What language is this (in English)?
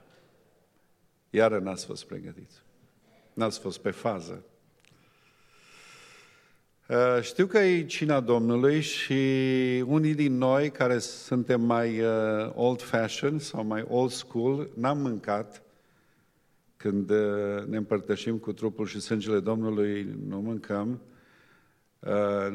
Romanian